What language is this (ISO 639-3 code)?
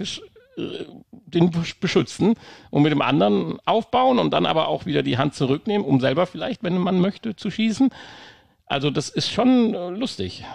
deu